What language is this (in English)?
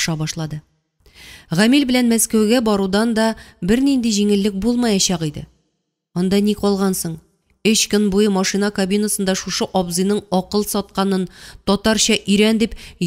Tatar